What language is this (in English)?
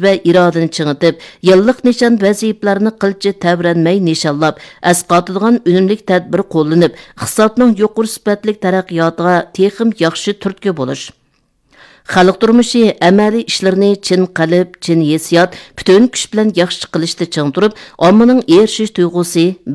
Uyghur